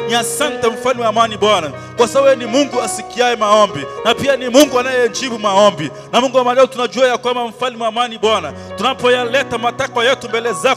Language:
Swahili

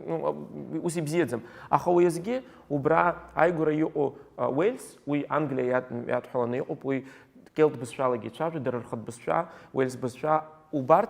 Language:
Abkhazian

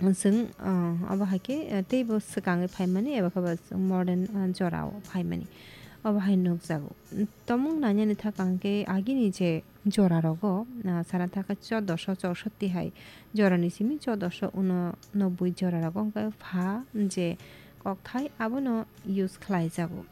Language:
Kok Borok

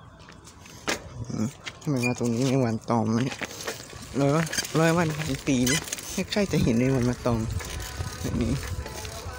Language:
Thai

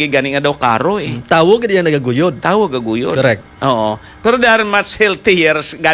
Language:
Hiligaynon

